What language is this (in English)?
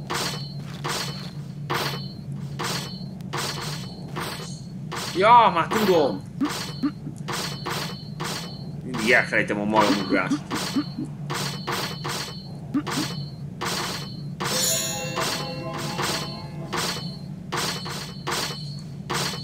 Hungarian